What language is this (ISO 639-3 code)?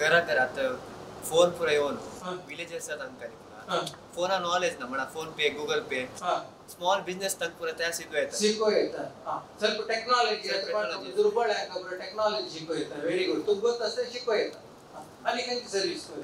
kok